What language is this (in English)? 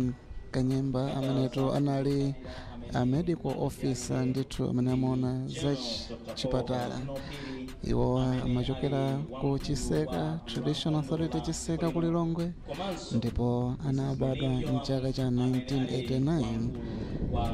Nyanja